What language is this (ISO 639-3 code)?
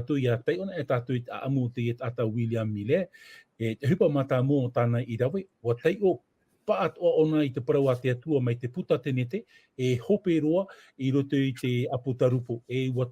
tah